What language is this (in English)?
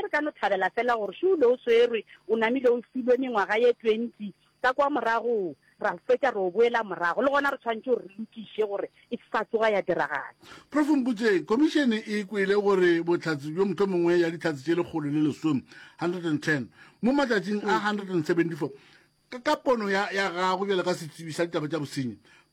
Northern Sotho